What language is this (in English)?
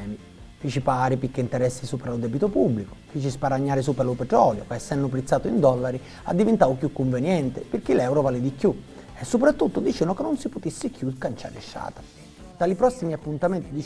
Sicilian